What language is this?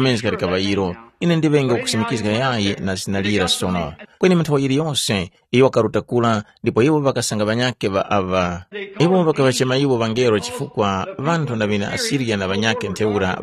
Tumbuka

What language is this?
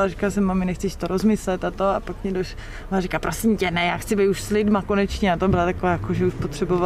Czech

